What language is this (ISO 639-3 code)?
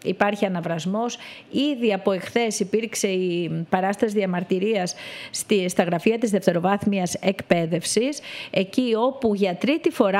ell